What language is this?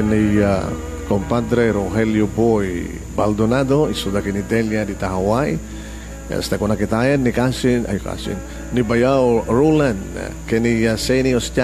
Iloko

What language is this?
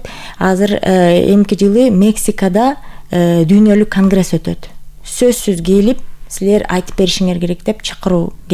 Kyrgyz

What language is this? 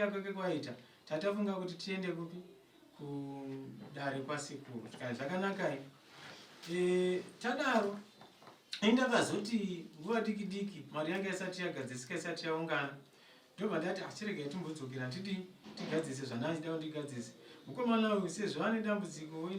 Shona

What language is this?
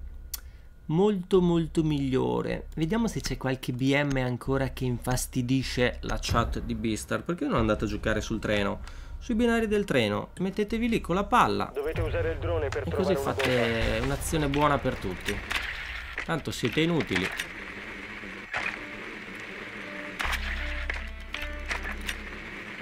Italian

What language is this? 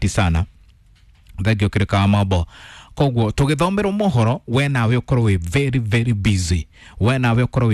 Kikuyu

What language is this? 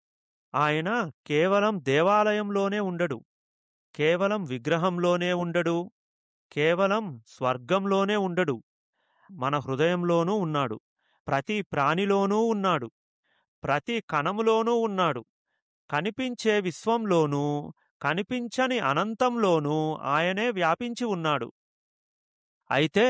Telugu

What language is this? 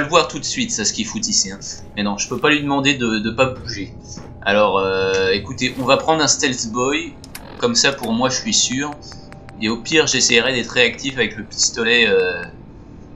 French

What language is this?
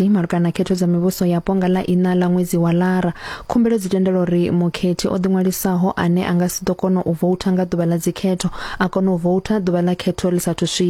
Venda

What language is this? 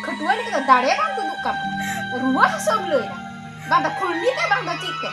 Santali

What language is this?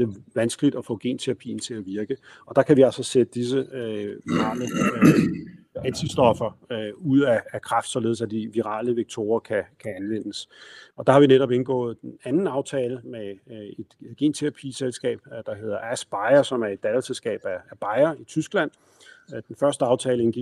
Danish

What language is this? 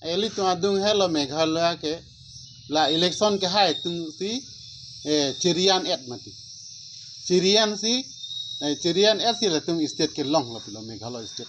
Karbi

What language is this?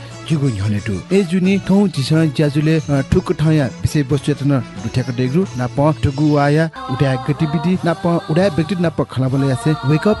Newari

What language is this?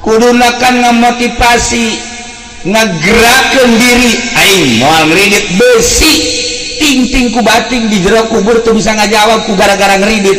Sundanese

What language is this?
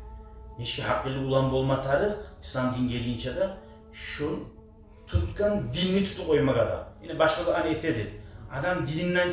Kumyk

